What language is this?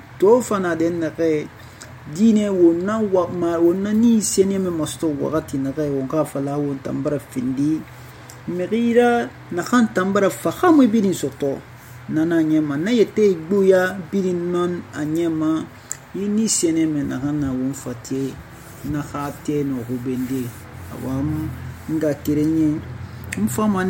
Susu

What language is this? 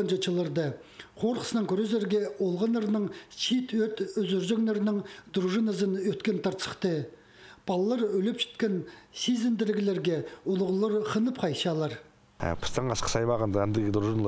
Khakas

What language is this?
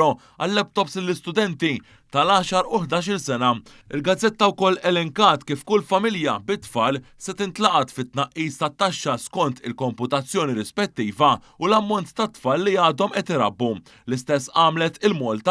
Maltese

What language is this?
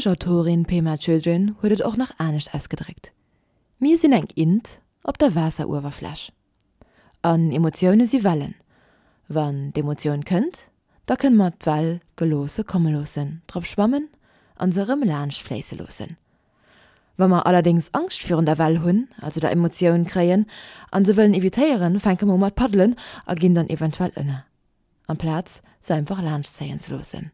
Luxembourgish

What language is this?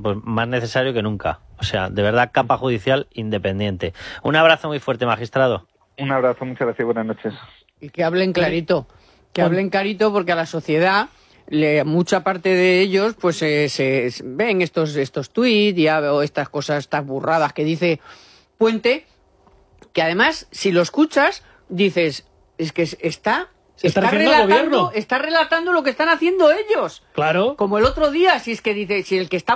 Spanish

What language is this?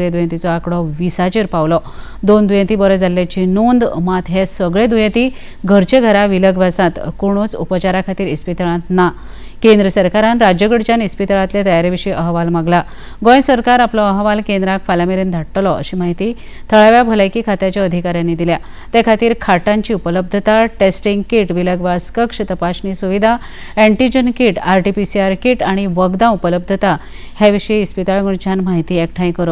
Konkani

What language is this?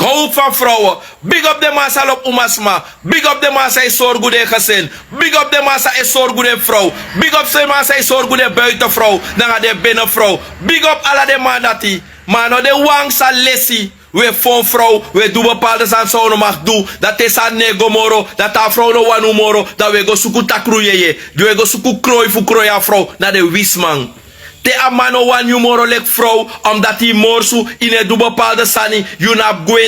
Sranan Tongo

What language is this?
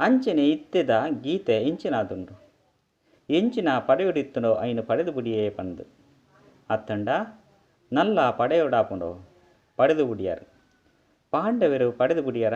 Tulu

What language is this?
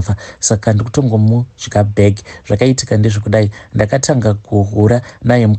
Shona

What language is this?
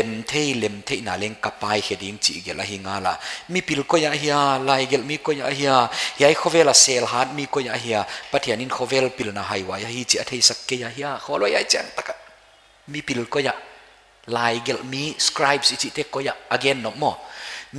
Paite Chin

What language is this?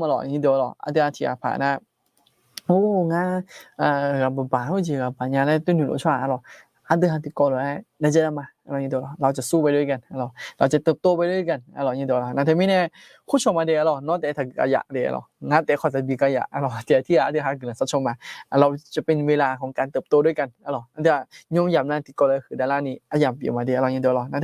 Akha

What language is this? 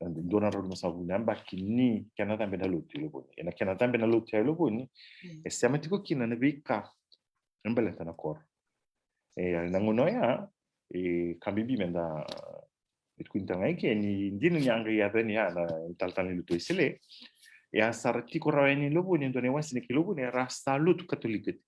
Fijian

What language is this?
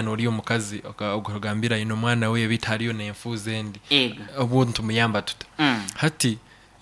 Nyankole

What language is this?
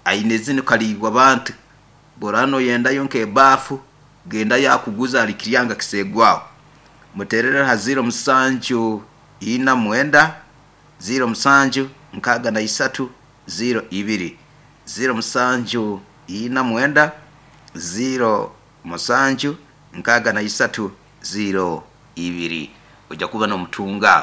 Nyoro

